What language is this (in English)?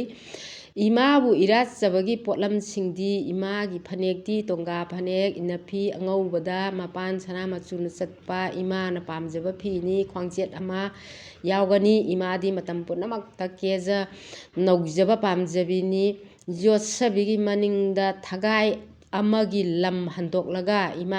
Manipuri